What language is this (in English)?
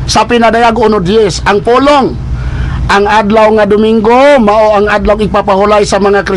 Cebuano